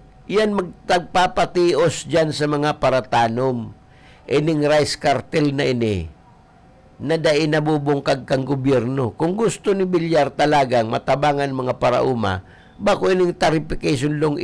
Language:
Bikol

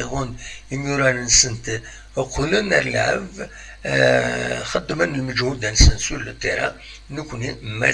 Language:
Kabyle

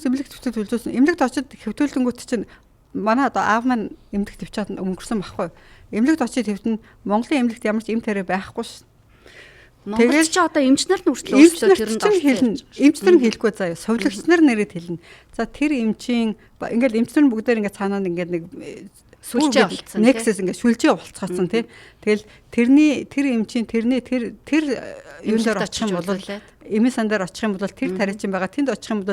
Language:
Mongolian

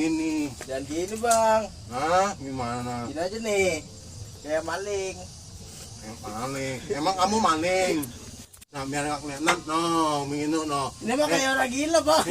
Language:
Betawi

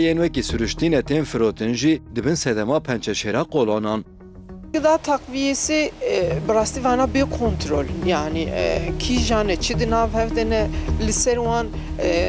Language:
Kurdish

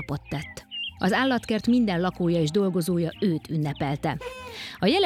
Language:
Hungarian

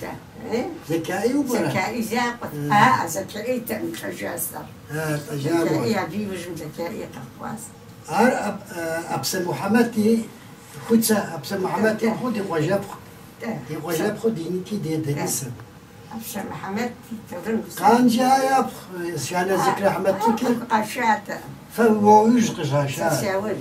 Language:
Kabardian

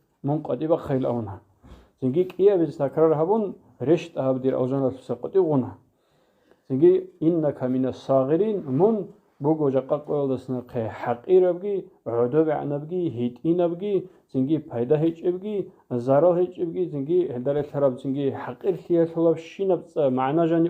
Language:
Avaric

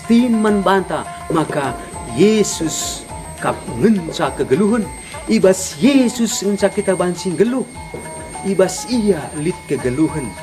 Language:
Batak Karo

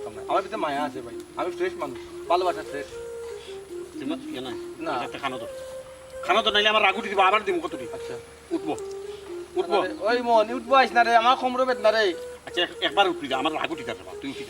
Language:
Sylheti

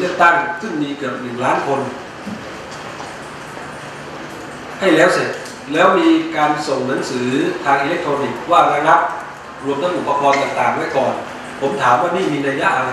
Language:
Thai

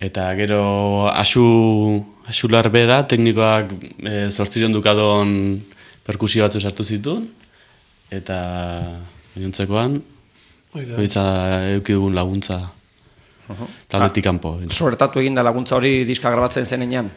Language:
Basque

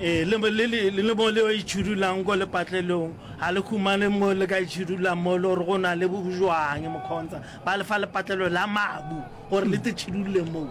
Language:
Northern Sotho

